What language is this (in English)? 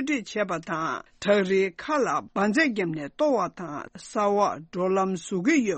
Tibetan